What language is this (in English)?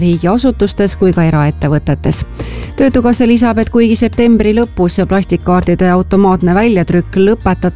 Estonian